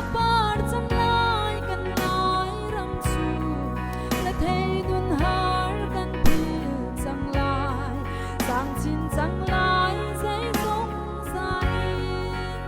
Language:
Hakha Chin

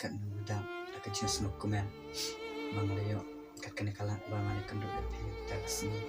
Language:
Khasi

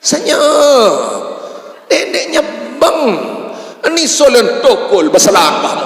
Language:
Sasak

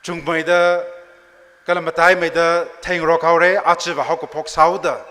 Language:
Tangkhul Naga (India)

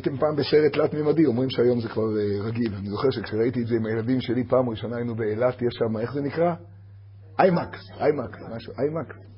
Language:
Hebrew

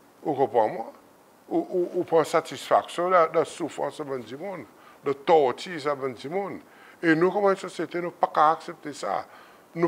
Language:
Seselwa Creole French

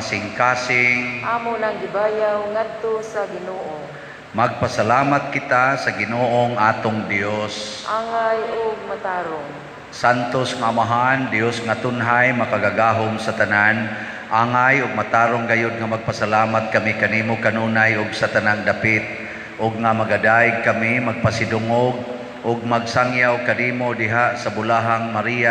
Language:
Cebuano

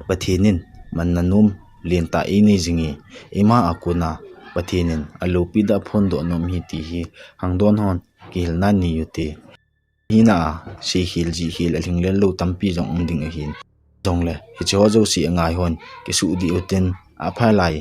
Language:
Thado Chin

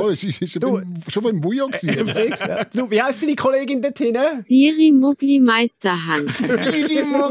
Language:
Swiss German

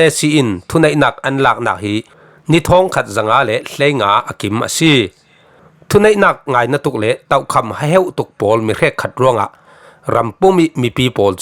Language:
Falam Chin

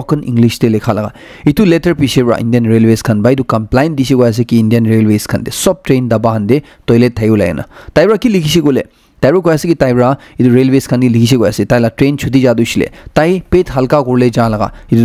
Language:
Naga Pidgin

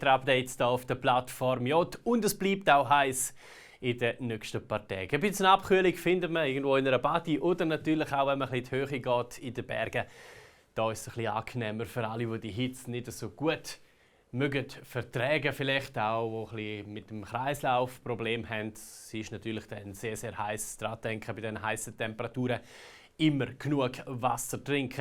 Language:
Swiss German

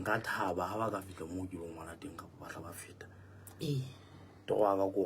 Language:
Southern Sotho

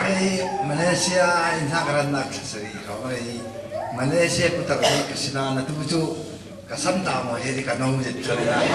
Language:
Falam Chin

